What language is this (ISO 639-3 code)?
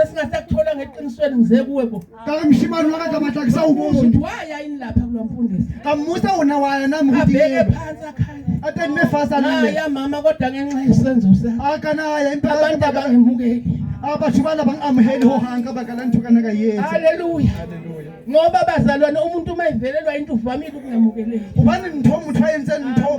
zul